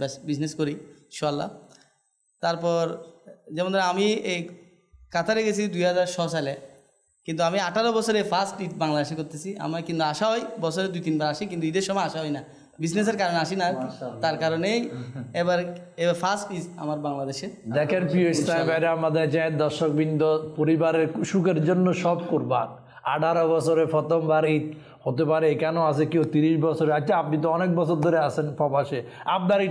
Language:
Bangla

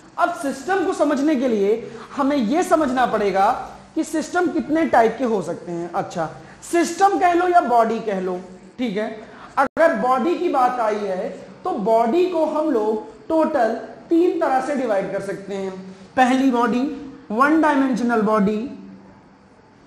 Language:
Hindi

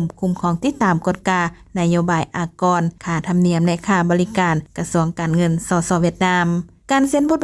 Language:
Lao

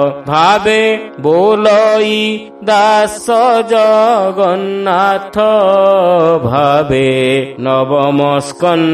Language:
Odia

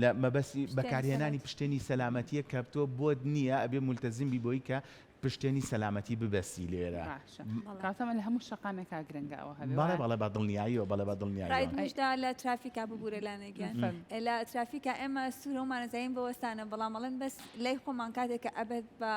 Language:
Central Kurdish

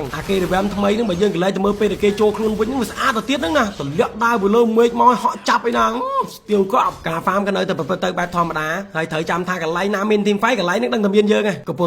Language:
Khmer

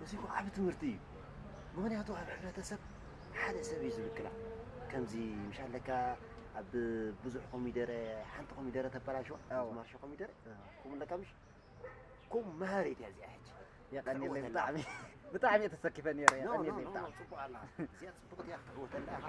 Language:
Tigrinya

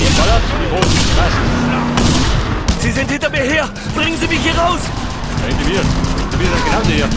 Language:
Bavarian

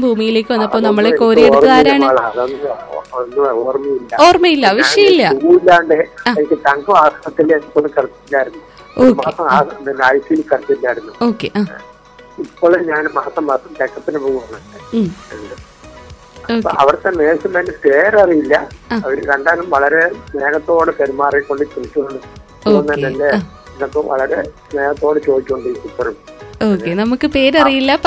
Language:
Malayalam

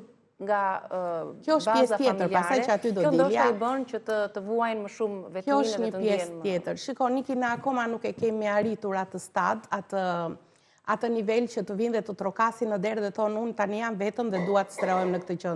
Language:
Albanian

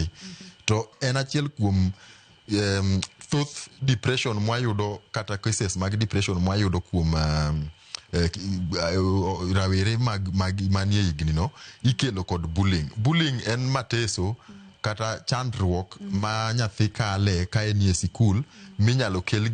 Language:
Luo (Kenya and Tanzania)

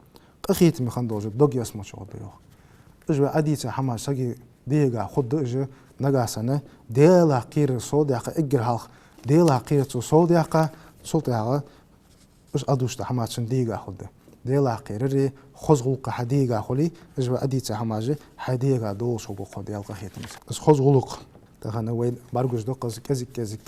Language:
Ingush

